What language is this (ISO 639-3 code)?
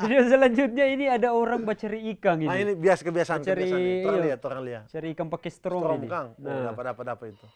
xmm